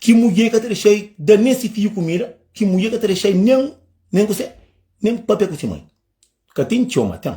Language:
Kabuverdianu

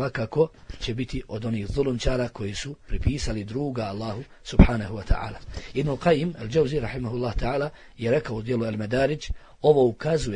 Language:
Bosnian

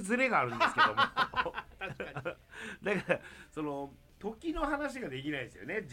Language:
Japanese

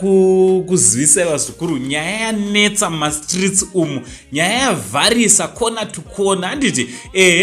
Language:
Shona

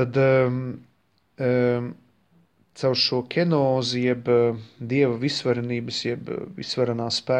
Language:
Latvian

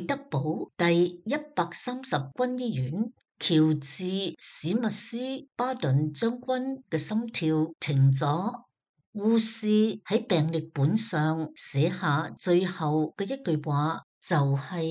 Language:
Cantonese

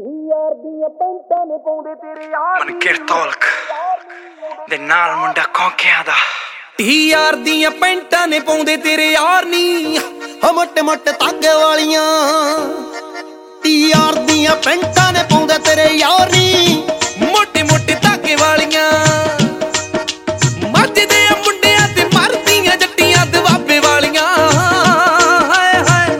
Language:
Punjabi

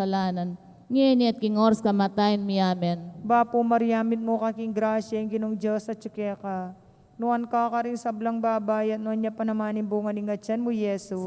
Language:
Pampanga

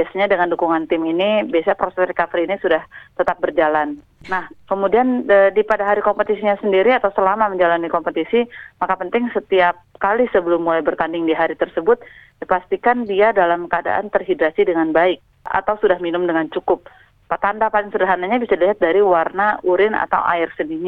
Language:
Indonesian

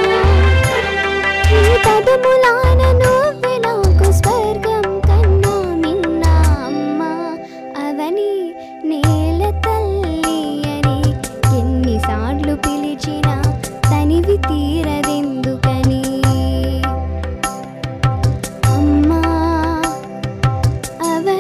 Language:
Telugu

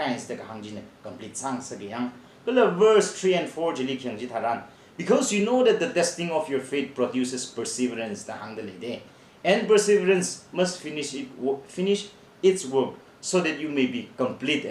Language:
Tangkhul Naga (India)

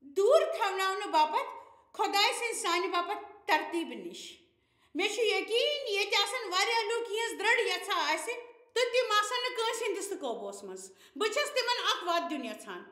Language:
Kashmiri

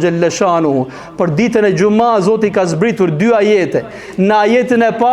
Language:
Albanian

